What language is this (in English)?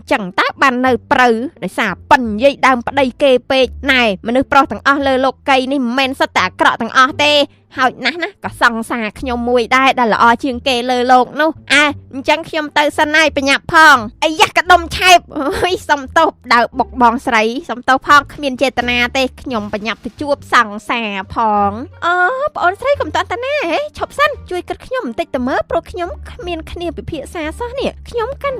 Khmer